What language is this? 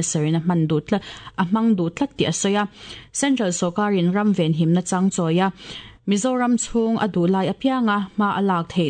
Mizo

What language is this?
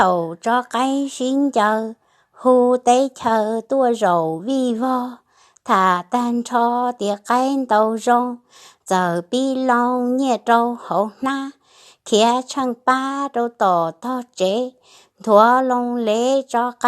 Hmong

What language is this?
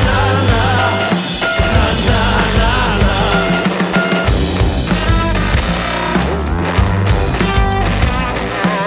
Icelandic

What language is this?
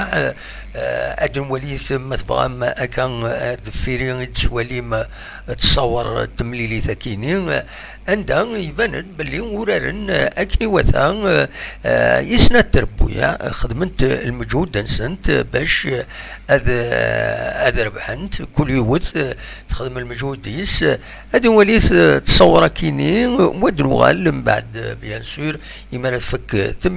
Kabyle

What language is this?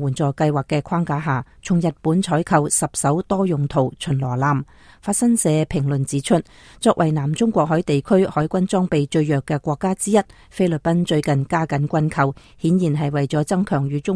Cantonese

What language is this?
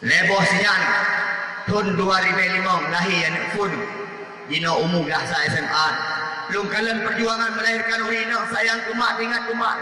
Achinese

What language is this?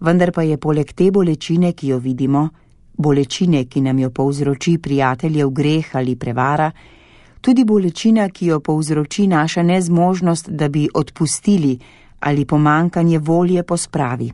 Slovenian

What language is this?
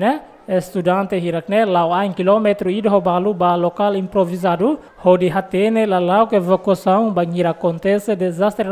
Tetum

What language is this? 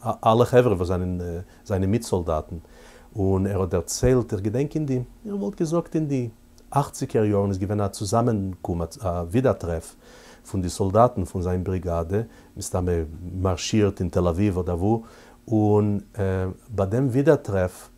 Yiddish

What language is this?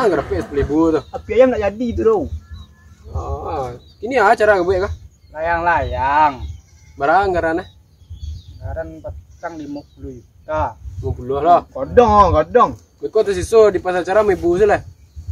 Minangkabau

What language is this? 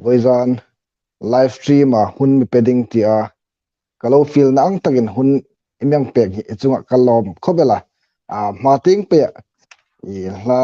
Hmar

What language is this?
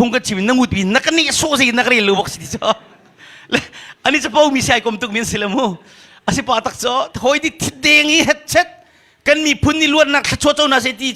Hakha Chin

